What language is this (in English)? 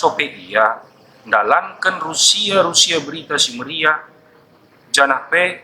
Batak Karo